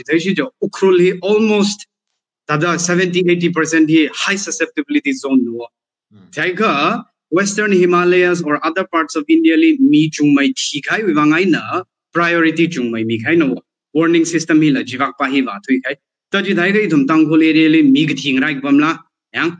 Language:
Tangkhul Naga (India)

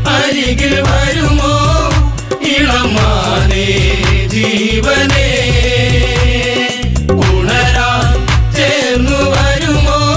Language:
Malayalam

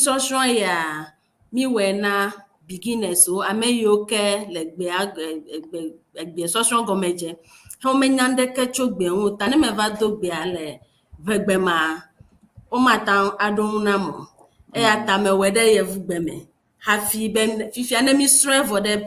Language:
Ewe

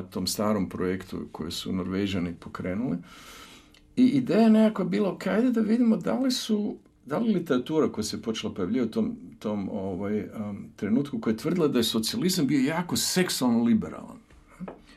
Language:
Croatian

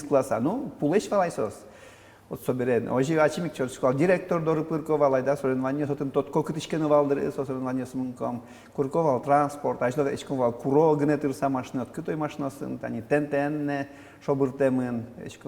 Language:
Udmurt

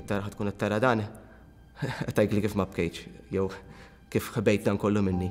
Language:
Maltese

